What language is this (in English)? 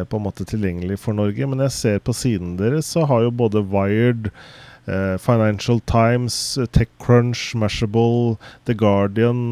Norwegian